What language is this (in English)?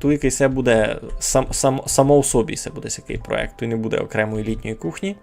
Rusyn